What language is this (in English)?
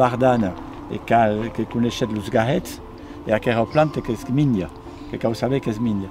Occitan